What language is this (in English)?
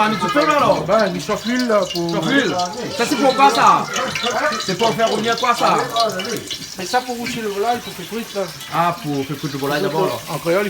Réunion Creole French